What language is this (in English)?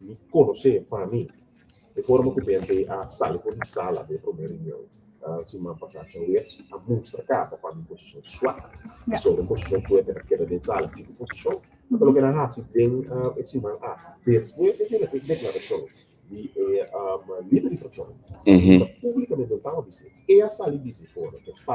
Papiamento